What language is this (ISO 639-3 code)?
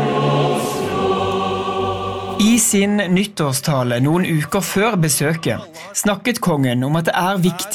nor